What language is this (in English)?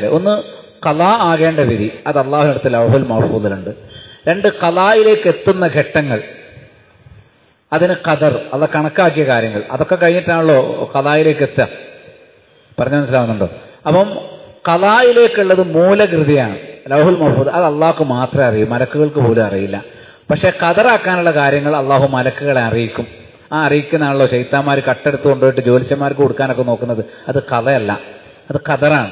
Malayalam